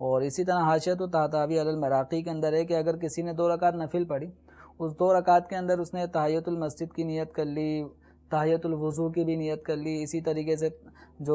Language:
Urdu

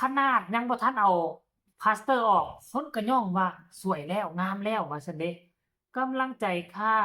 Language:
Northeastern Thai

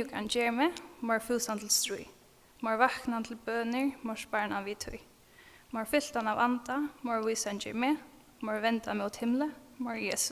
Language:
Faroese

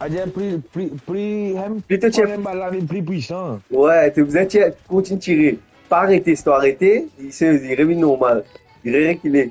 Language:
Morisyen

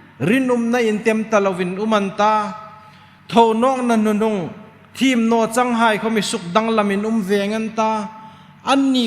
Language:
Hmar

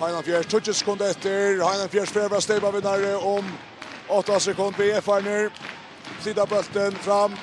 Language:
Faroese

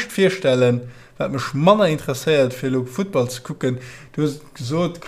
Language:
Luxembourgish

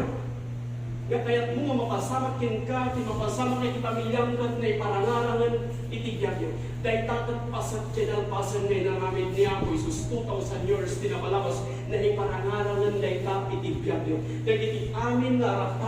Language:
Iloko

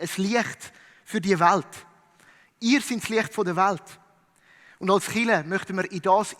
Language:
Swiss German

